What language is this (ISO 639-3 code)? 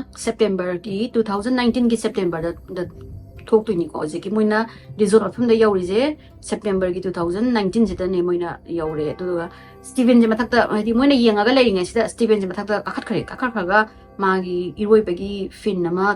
mni